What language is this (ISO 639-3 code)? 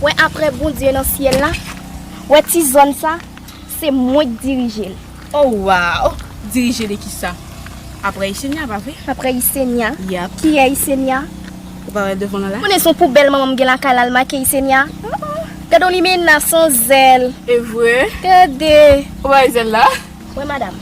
hat